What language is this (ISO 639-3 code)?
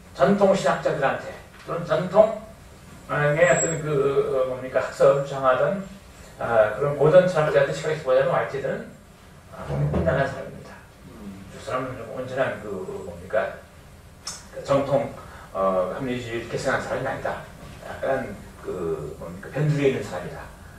kor